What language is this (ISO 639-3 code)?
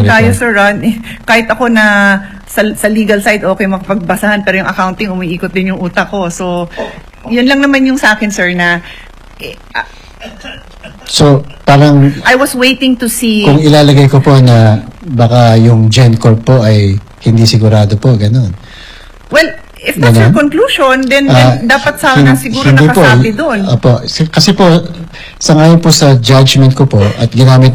fil